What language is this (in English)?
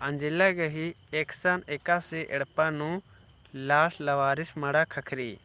Kurukh